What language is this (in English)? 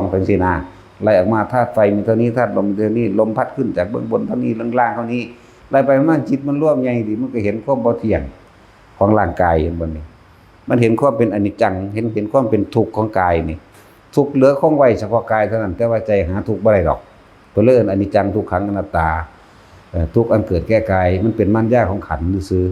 Northeastern Thai